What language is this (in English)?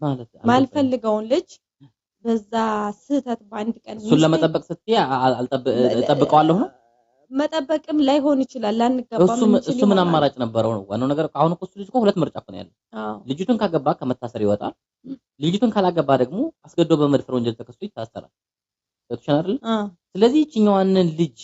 Amharic